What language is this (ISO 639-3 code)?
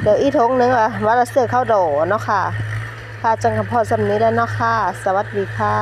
tts